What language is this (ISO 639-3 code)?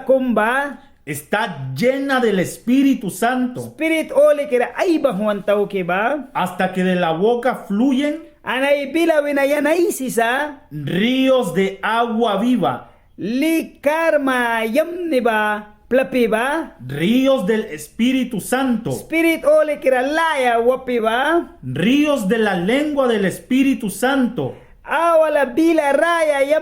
miq